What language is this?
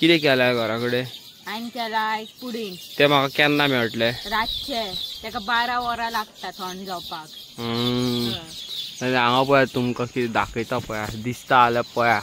Konkani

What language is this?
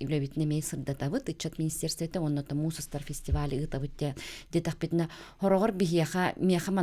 Yakut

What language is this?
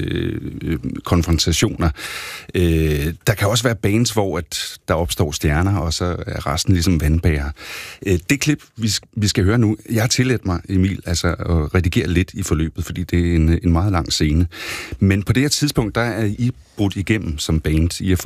Danish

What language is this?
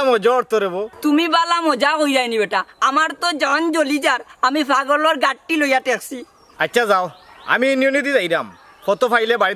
Sylheti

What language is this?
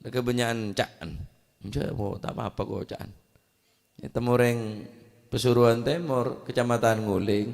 Madurese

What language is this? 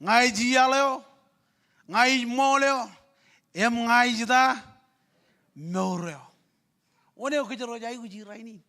Marshallese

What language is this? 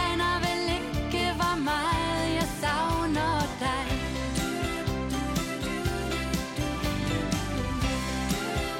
Danish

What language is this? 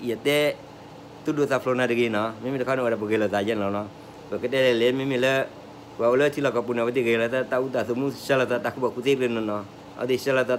S'gaw Karen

